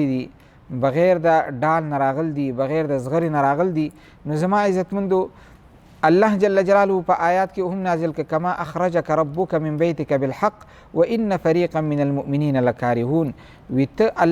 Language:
Pashto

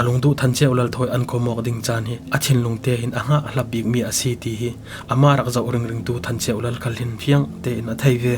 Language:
Falam Chin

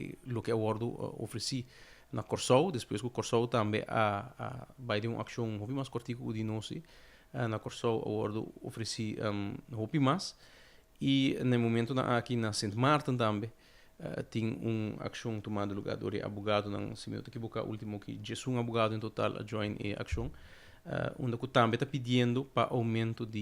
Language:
Papiamento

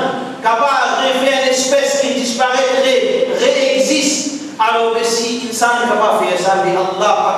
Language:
Morisyen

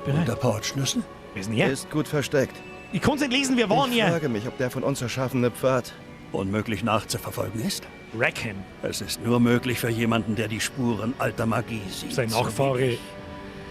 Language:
Bavarian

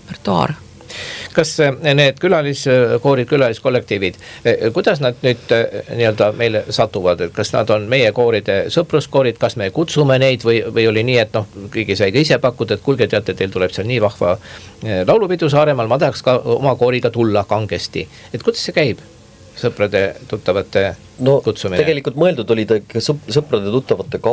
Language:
Estonian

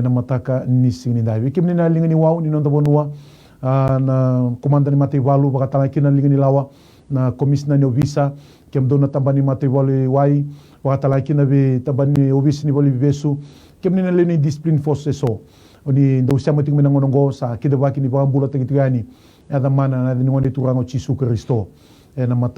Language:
Fijian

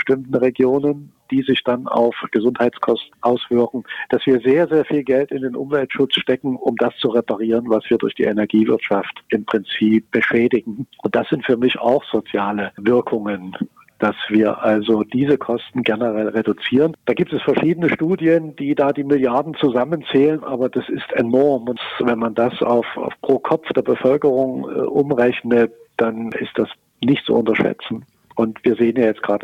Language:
German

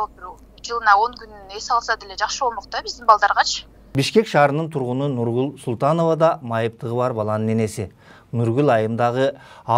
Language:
Kyrgyz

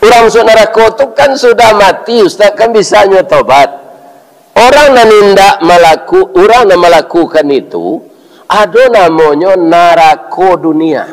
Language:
Minangkabau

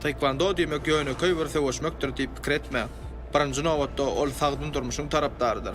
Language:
Turkmen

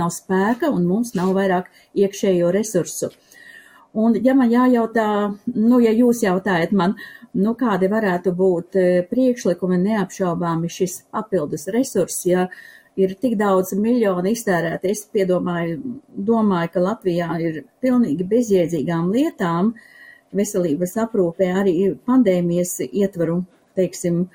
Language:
Latvian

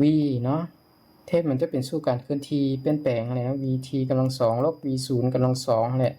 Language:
Lao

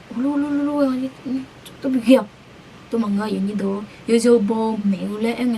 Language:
Akha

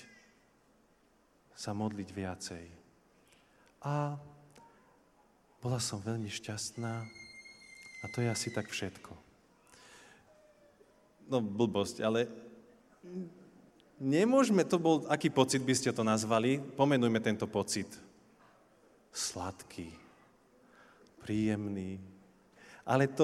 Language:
Slovak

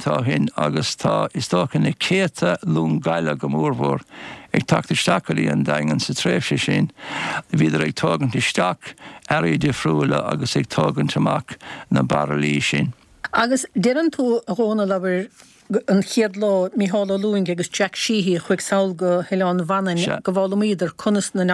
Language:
Irish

